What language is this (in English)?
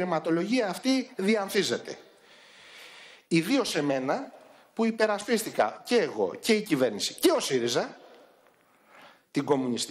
Greek